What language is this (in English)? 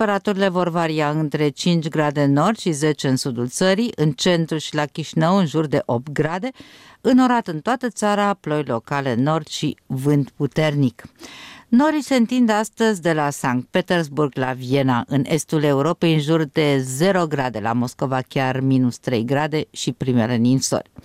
Romanian